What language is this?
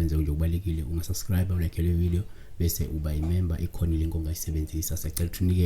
Zulu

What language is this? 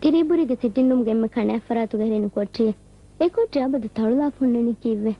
Divehi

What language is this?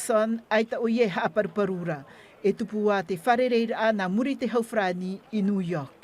Tahitian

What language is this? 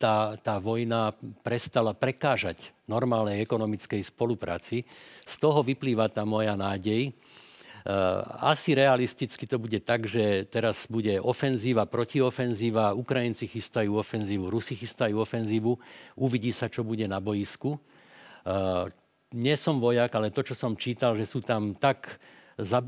Slovak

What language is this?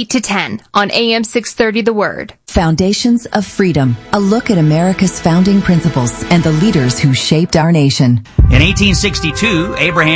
English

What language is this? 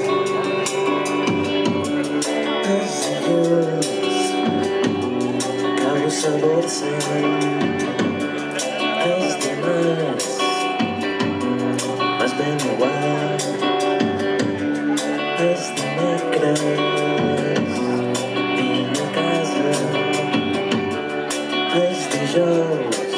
Catalan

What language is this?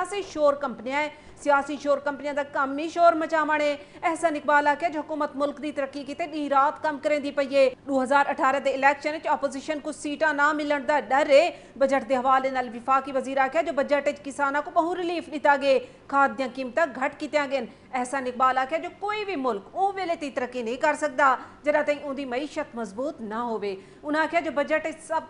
Saraiki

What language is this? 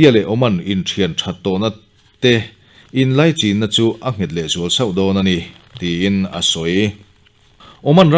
Mizo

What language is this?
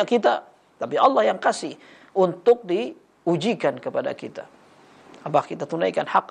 Indonesian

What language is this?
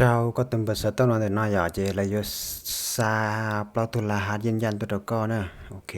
Hmong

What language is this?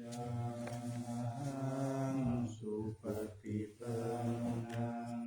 Pali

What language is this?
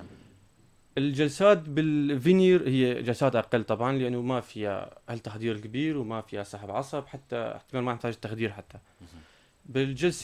North Levantine Arabic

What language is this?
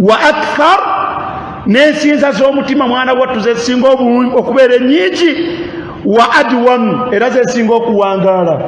Ganda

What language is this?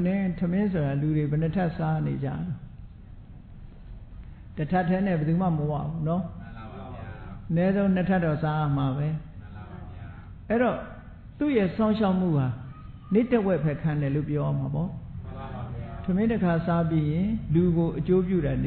Burmese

